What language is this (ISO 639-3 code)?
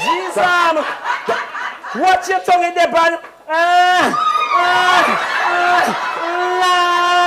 jam